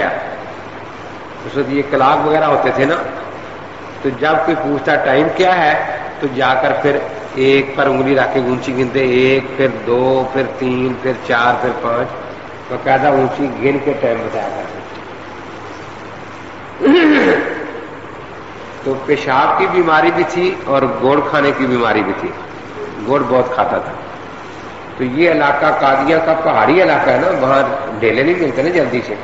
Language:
Urdu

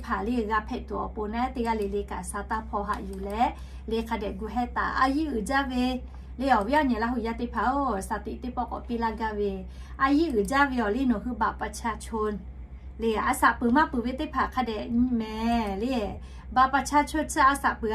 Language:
Lahu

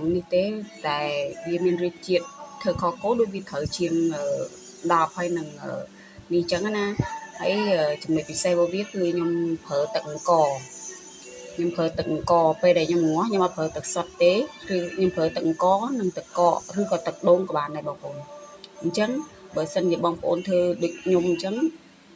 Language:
Khmer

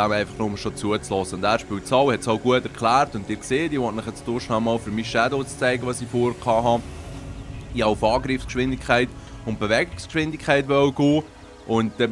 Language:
Swiss German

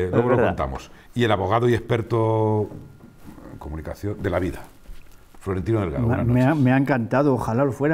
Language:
Spanish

